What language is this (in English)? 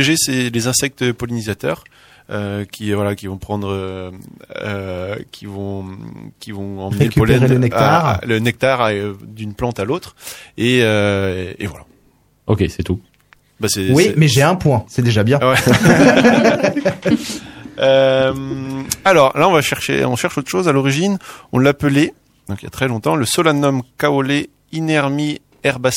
French